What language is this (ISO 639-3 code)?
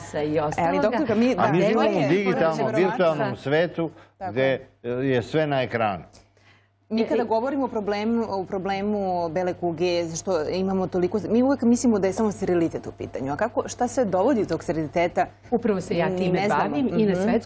srp